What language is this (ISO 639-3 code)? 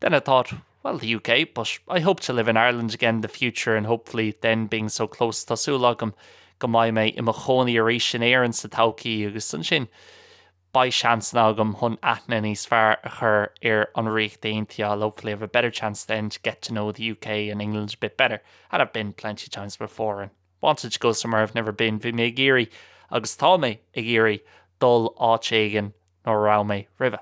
gle